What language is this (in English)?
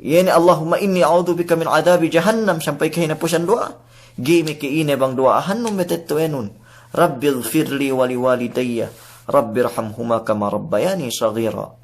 Yakan